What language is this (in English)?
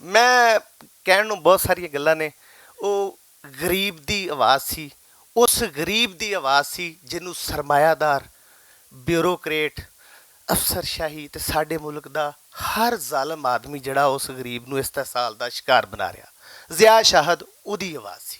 Western Panjabi